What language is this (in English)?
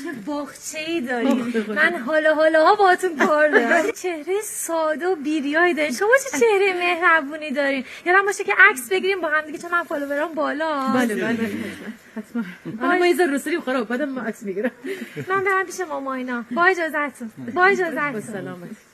Gilaki